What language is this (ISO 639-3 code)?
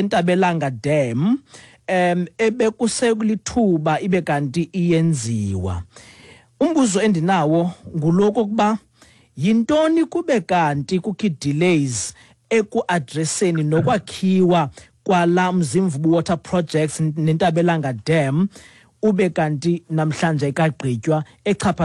xho